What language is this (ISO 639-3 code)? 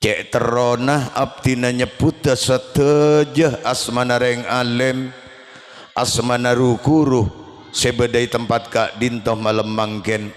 mad